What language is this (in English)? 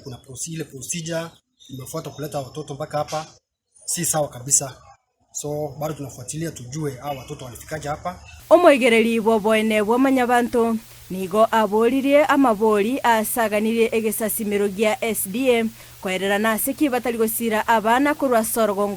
Gusii